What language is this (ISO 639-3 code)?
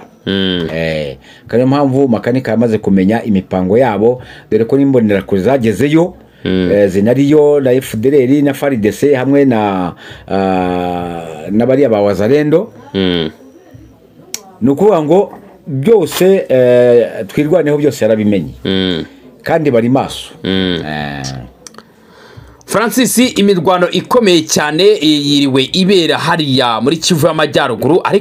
kin